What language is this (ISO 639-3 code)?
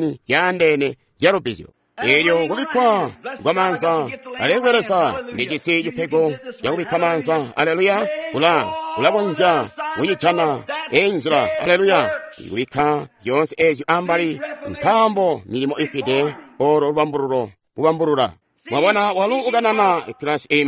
toi